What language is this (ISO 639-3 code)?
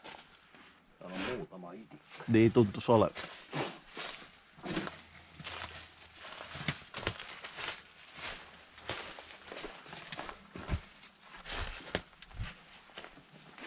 fin